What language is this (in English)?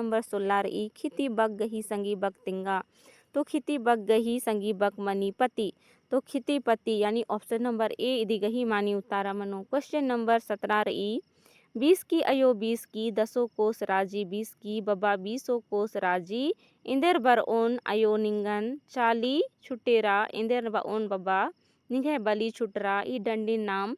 Kurukh